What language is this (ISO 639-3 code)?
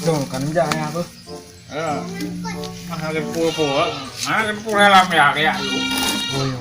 ace